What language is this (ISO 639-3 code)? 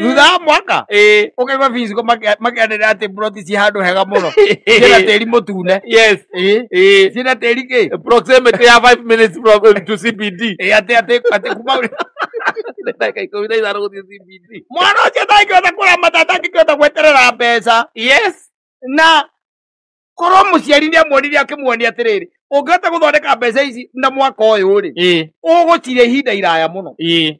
kik